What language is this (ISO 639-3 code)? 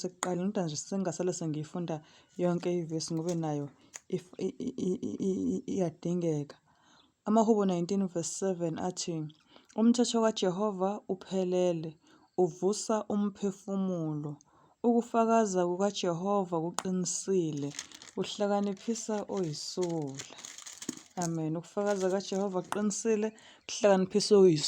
zul